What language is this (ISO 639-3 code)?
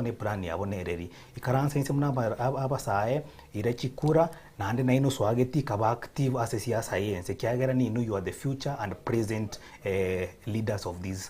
guz